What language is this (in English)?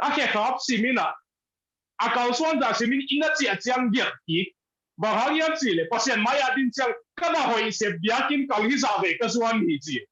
Tedim Chin